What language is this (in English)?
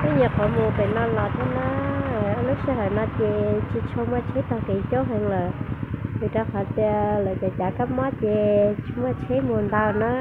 Hmong